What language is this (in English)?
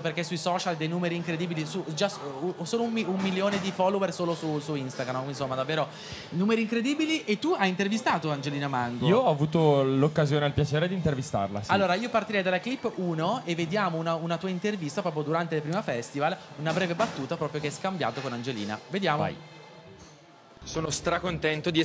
Italian